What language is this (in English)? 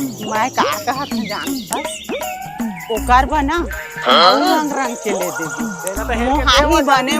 Chhattisgarhi